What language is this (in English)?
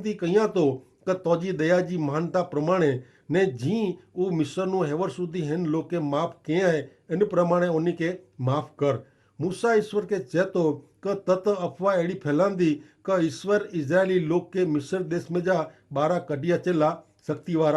Kachhi